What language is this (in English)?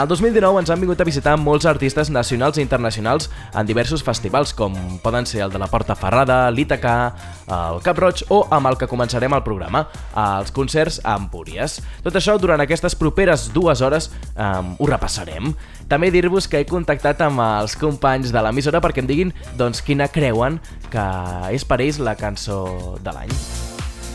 Catalan